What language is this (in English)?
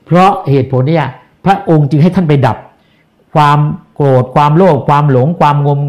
Thai